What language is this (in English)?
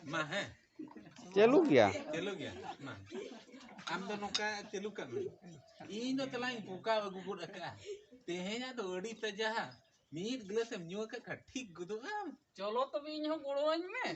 Santali